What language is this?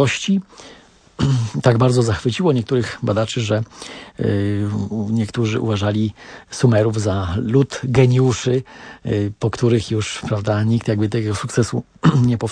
Polish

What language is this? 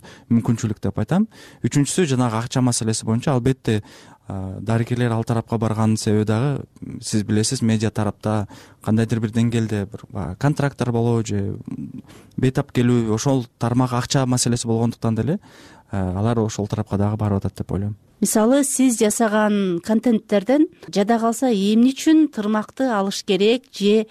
Kyrgyz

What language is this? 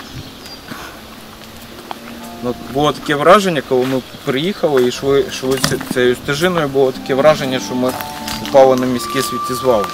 Ukrainian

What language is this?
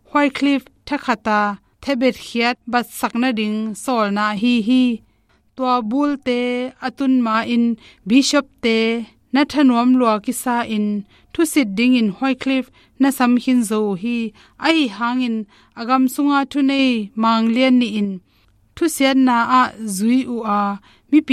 Tedim Chin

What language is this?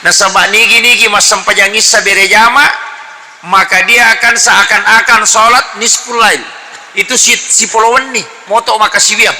Buginese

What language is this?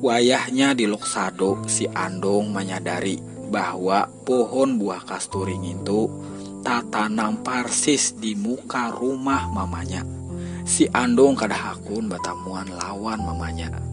Banjar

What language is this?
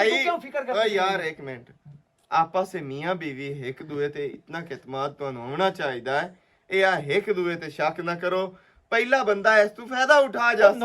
Western Panjabi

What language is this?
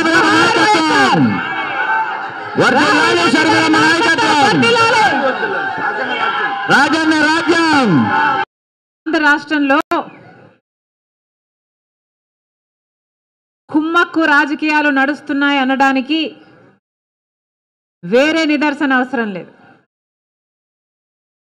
Telugu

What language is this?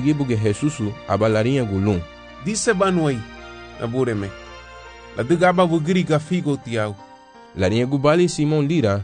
Garifuna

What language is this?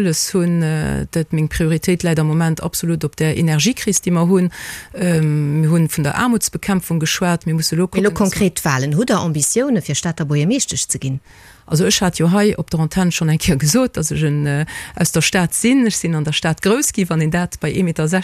Luxembourgish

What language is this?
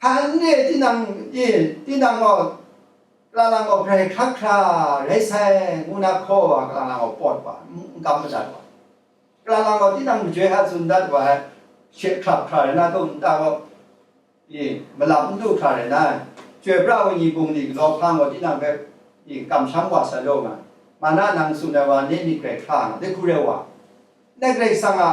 Kachin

